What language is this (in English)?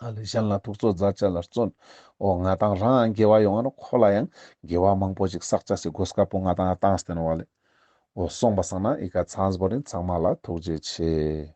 Ladakhi